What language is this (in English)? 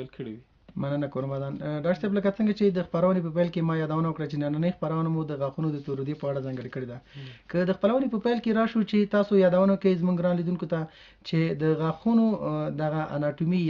Pashto